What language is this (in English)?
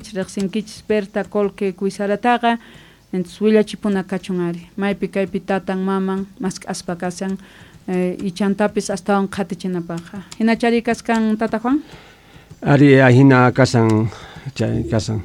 Quechua